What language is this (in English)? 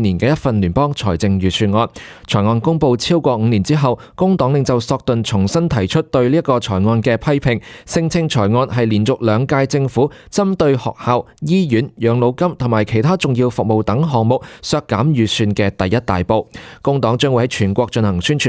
Cantonese